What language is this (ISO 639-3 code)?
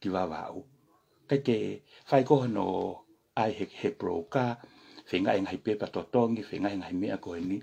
ton